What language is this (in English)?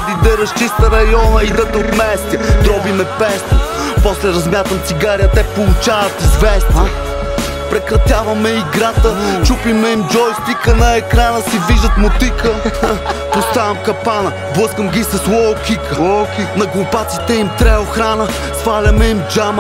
Bulgarian